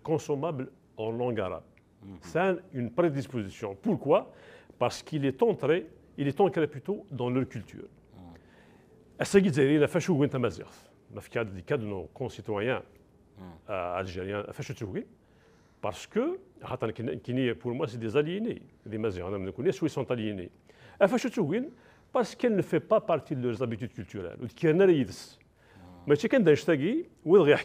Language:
Kabyle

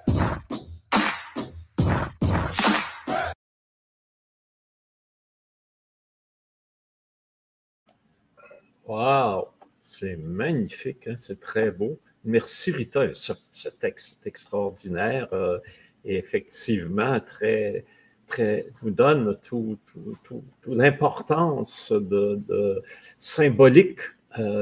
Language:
French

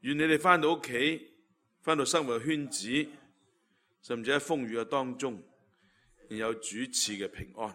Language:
Cantonese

